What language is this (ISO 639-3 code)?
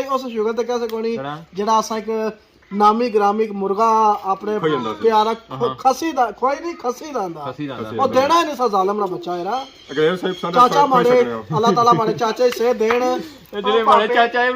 phr